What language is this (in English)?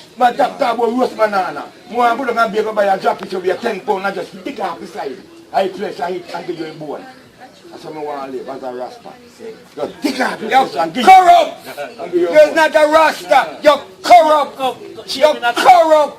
Jamaican Creole English